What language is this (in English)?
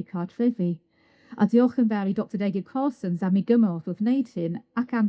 Welsh